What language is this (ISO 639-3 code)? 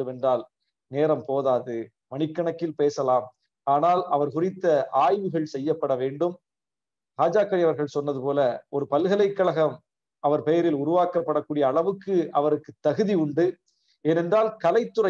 tam